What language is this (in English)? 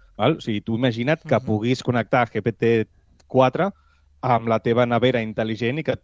Catalan